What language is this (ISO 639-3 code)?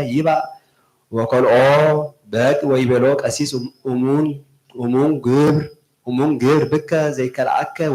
gez